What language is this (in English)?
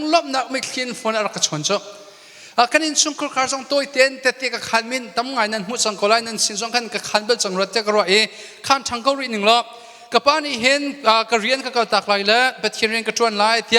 Hakha Chin